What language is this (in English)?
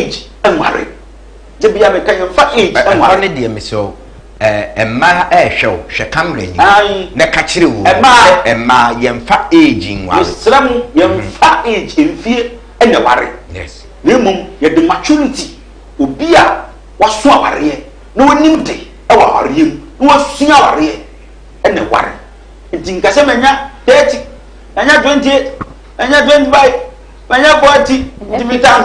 Akan